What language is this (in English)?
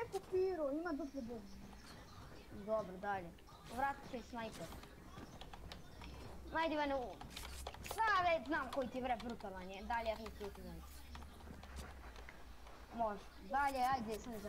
Croatian